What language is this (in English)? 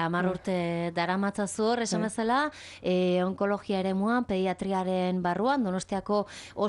Basque